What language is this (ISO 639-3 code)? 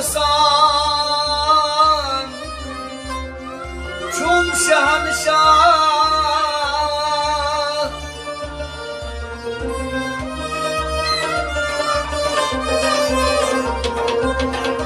kas